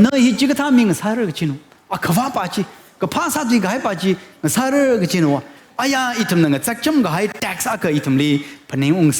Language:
Tangkhul Naga (India)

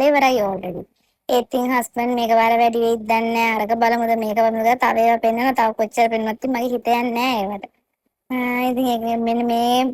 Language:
Sinhala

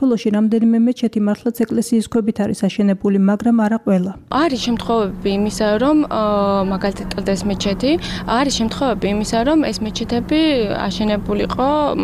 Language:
Georgian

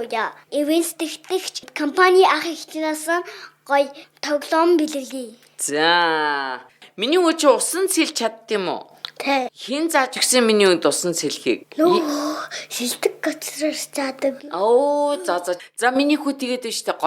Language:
Mongolian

